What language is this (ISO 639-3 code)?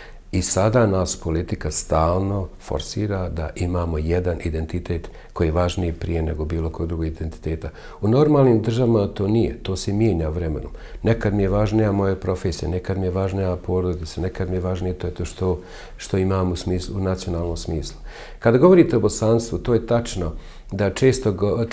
bos